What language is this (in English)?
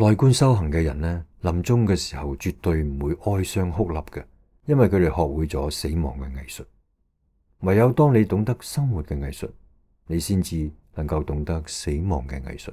Cantonese